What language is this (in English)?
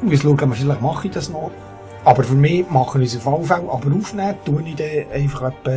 Swiss German